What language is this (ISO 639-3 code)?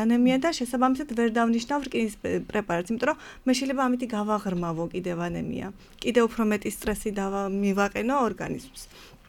kat